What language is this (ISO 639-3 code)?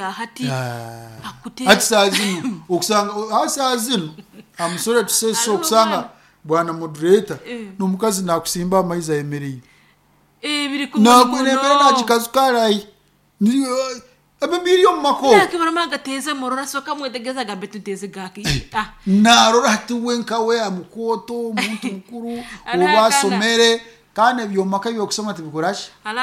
nyo